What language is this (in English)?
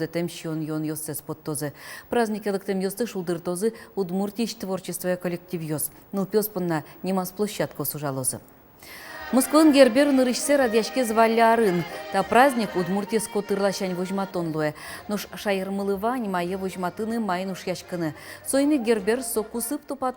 Udmurt